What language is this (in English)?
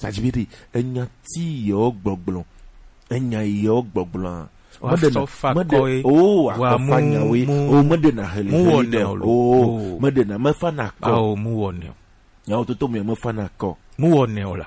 Gen